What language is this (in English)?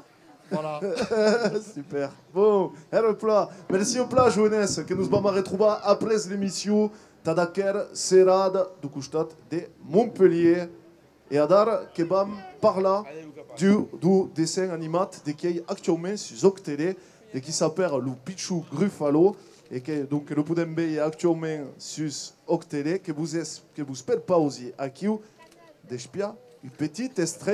Occitan